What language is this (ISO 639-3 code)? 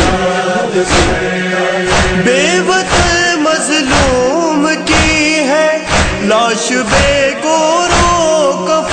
urd